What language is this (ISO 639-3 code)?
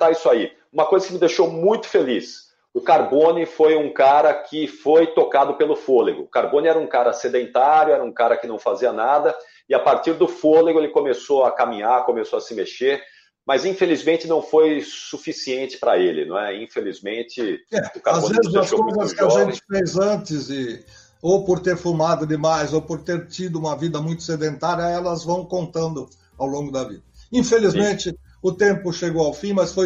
por